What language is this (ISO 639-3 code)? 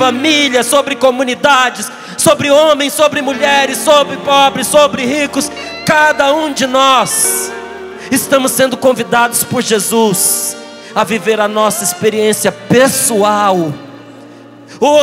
por